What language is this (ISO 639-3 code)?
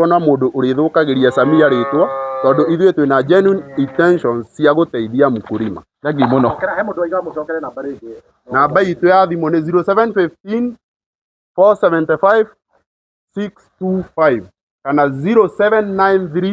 kik